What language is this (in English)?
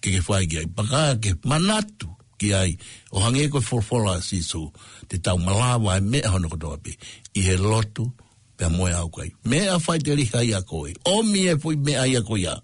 Tongan